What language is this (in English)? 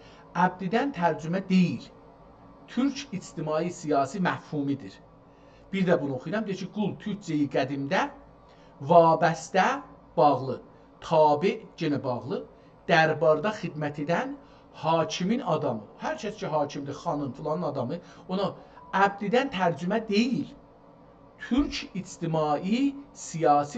South Azerbaijani